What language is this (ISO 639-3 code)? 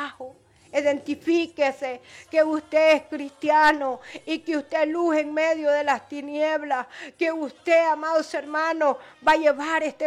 spa